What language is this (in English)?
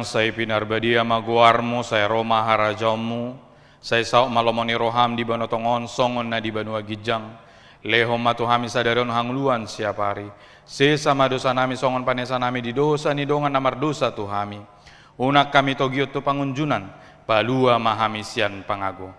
Batak Toba